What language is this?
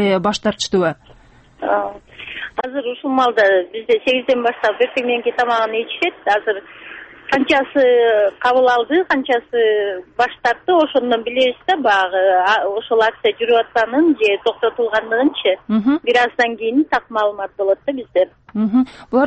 Kyrgyz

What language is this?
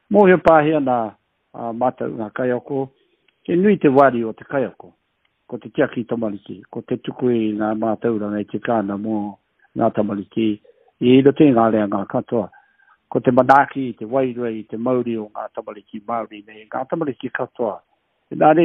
Māori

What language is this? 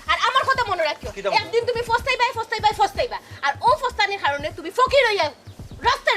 Sylheti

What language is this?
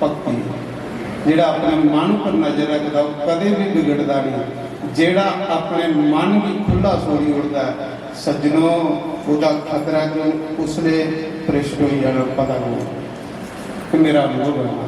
Dogri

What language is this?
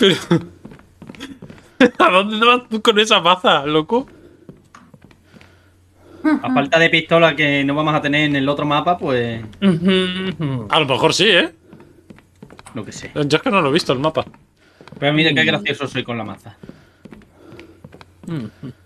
Spanish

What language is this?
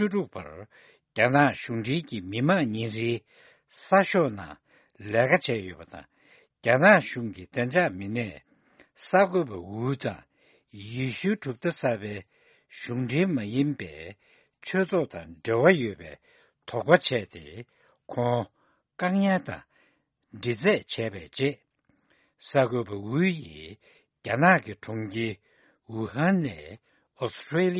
Tibetan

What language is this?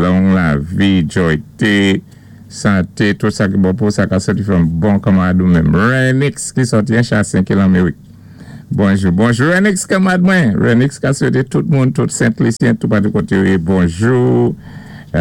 Saint Lucian Creole French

